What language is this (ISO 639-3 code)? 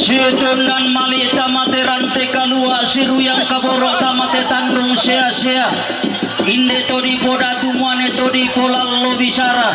sda